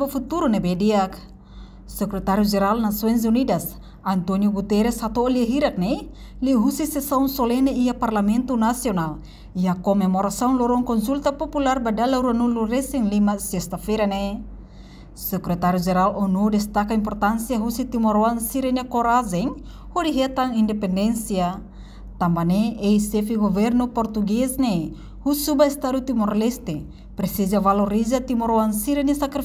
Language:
Tetum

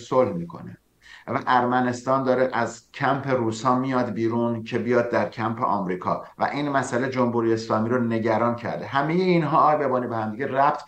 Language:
Persian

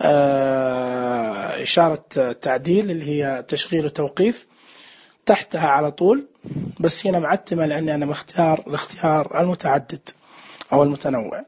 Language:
Najdi Arabic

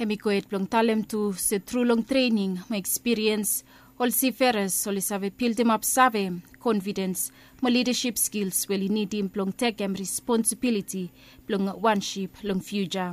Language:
Bislama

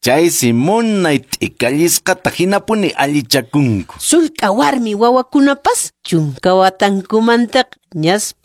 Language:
Quechua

